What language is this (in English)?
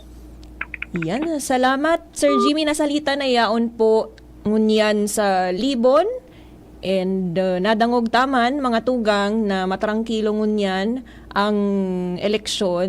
Bikol